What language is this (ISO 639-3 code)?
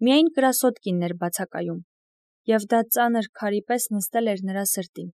hye